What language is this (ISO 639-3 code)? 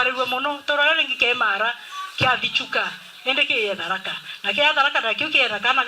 mer